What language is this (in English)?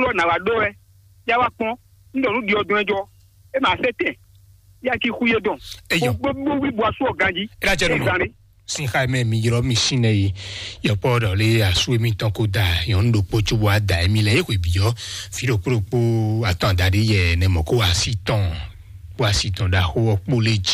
Fon